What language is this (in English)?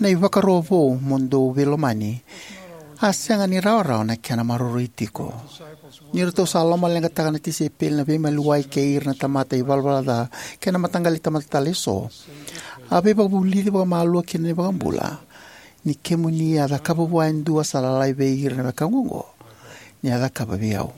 Fijian